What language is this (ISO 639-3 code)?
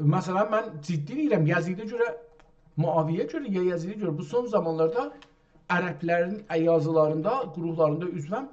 azb